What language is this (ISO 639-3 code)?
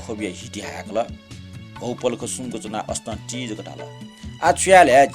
new